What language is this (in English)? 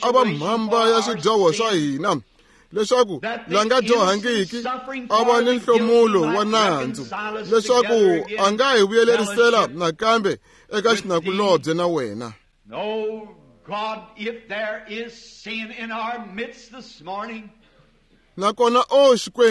Tsonga